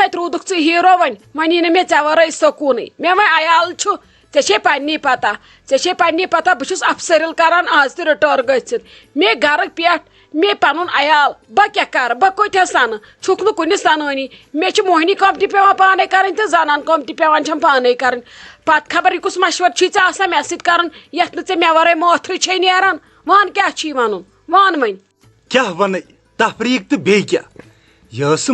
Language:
Kashmiri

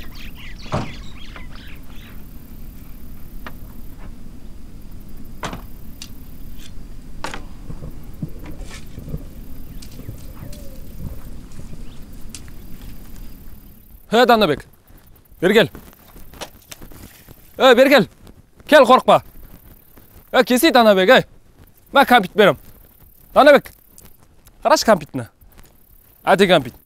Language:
Kazakh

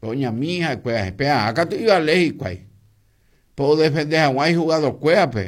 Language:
Guarani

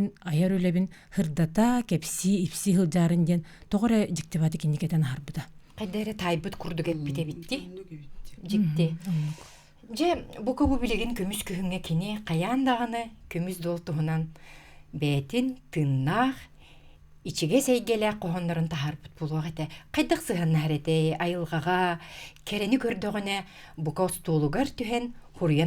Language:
Yakut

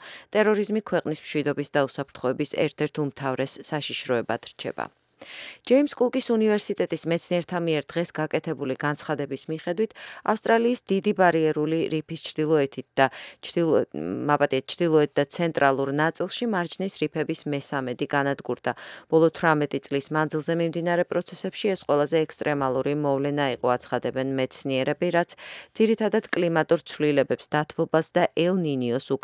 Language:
Georgian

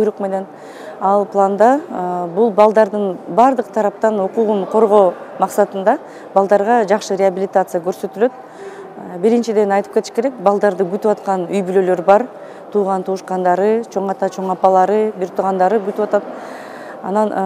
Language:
Kyrgyz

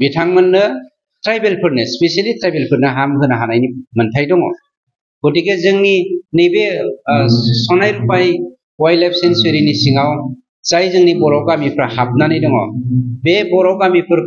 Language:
Bodo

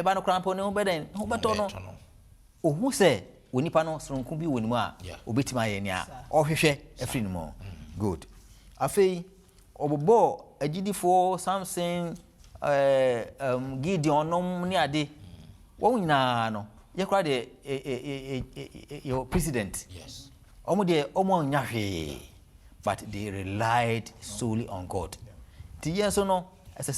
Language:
Akan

